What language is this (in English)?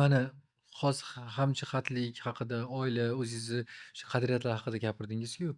Uzbek